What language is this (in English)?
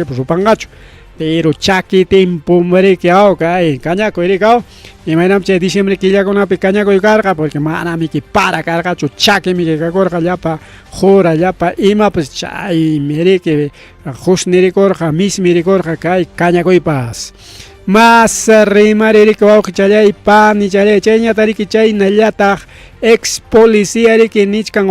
Ayacucho Quechua